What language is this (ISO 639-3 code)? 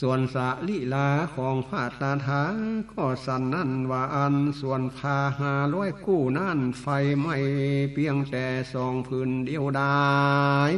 nod